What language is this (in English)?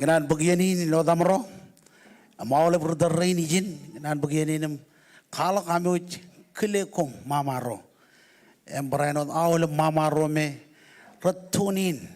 Marshallese